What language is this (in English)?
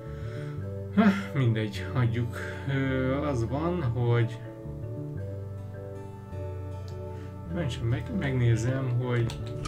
Hungarian